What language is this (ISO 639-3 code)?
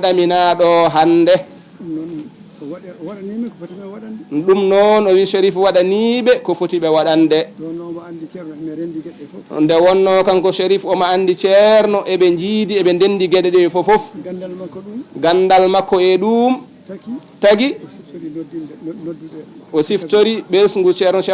ful